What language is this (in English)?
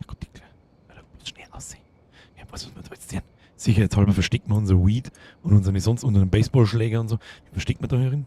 Bavarian